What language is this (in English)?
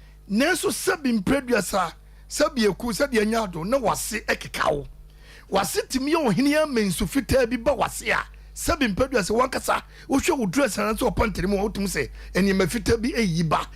Akan